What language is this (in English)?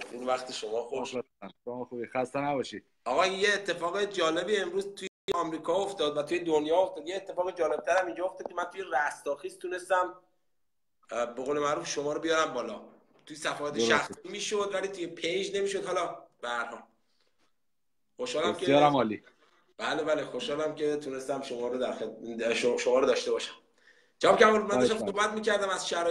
Persian